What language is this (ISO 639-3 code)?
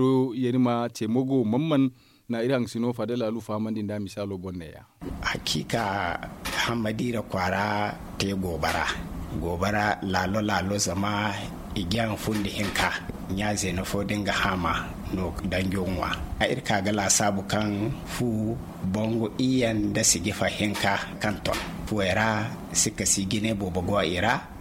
dje